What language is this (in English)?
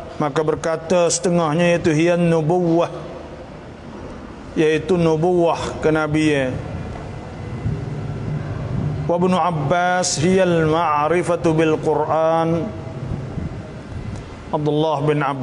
Malay